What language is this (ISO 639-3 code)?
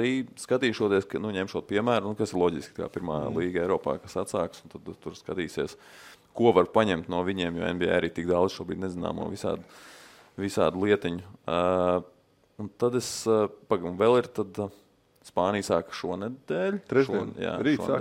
lav